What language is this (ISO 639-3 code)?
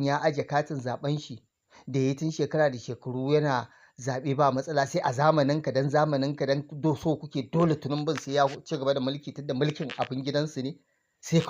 hau